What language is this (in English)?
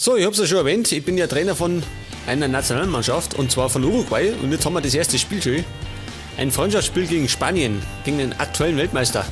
Bavarian